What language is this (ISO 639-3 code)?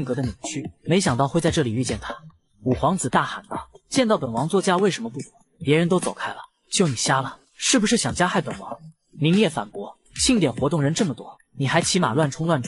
zho